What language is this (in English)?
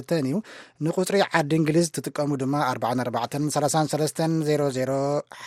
Tigrinya